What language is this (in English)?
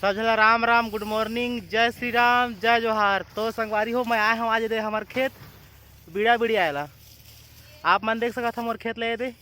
Chhattisgarhi